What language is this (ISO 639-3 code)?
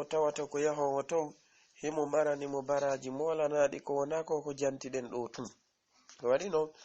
ful